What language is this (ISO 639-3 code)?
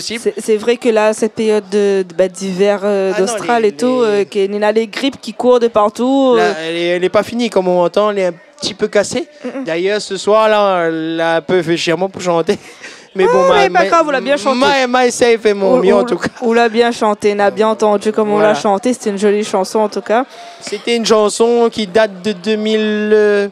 rcf